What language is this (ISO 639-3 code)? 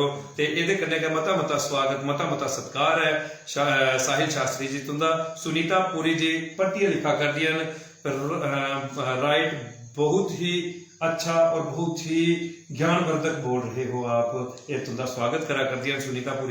doi